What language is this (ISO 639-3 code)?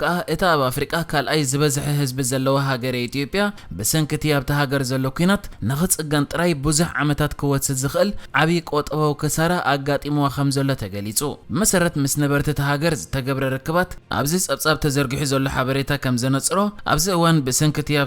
tir